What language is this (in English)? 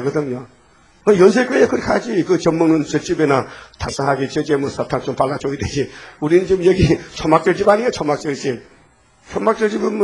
Korean